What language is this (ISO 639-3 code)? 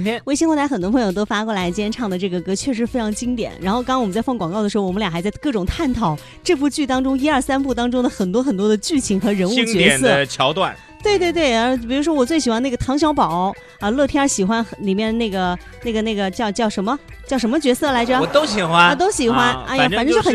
zho